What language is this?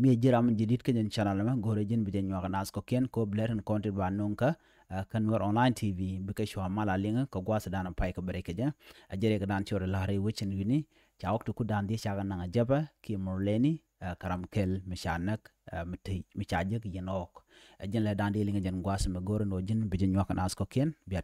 Nuer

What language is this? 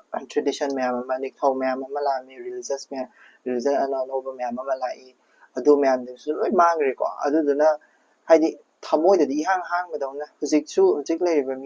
Manipuri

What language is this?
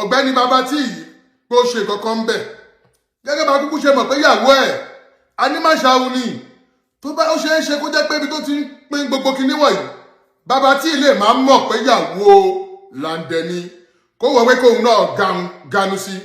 Yoruba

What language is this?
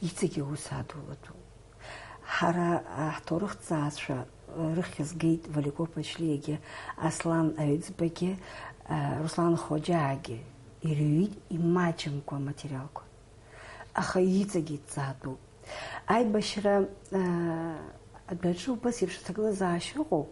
Abkhazian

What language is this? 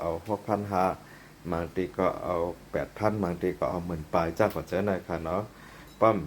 Shan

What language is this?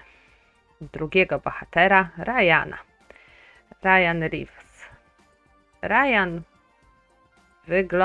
Polish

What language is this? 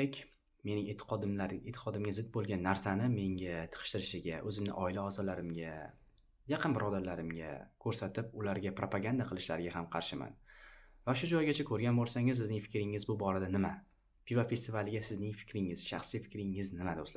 Uzbek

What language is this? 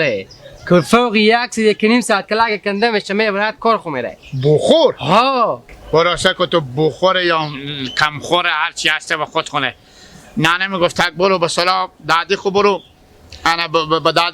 Hazaragi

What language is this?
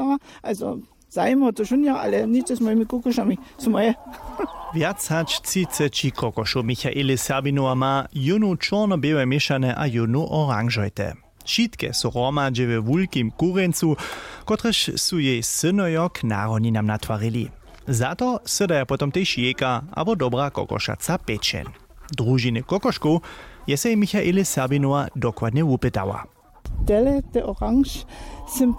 Upper Sorbian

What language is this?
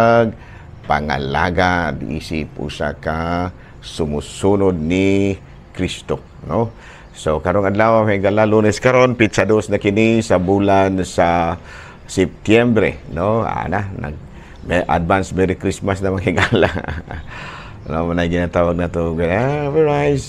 Cebuano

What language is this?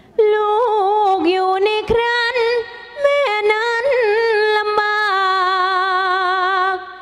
Thai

